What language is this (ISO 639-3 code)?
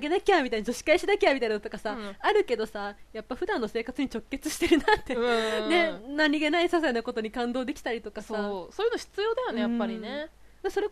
jpn